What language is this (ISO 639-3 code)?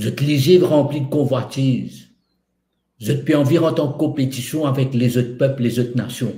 mfe